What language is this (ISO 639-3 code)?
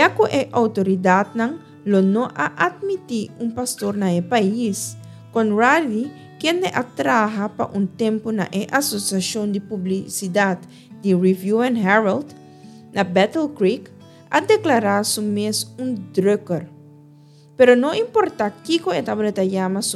pap